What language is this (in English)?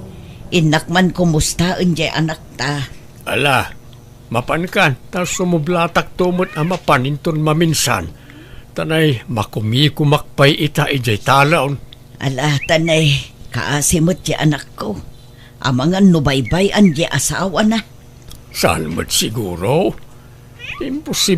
Iloko